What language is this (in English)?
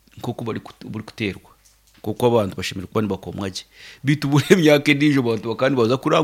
Nyankole